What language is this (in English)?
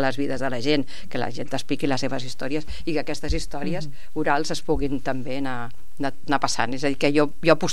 Catalan